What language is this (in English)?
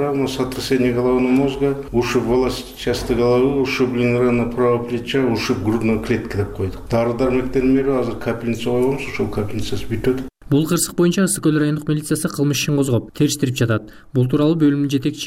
Kyrgyz